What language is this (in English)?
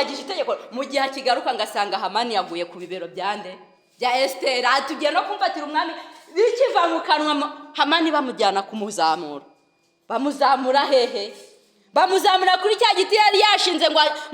Kinyarwanda